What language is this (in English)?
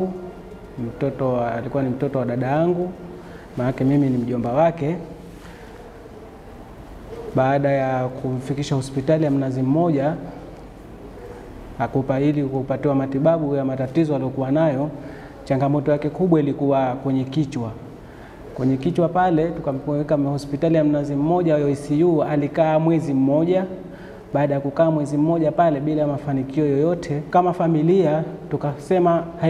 Swahili